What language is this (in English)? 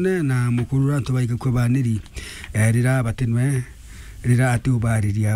Meru